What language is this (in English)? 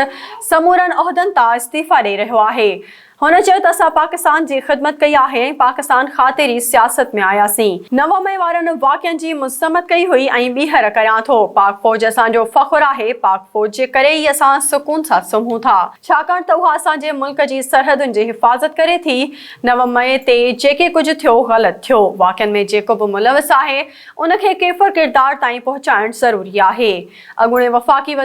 Sindhi